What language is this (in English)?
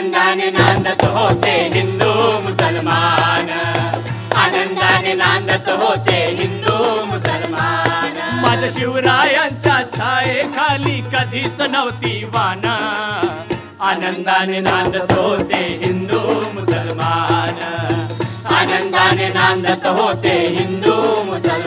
Marathi